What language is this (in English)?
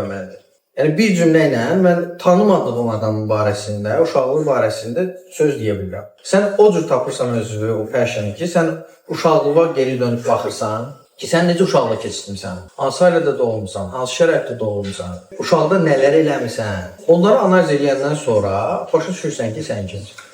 Azerbaijani